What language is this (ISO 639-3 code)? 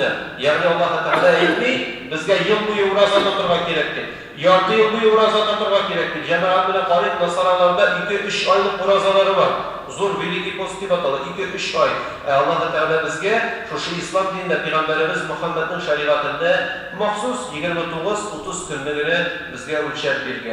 tat